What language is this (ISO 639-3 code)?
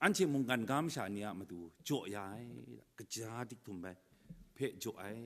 kac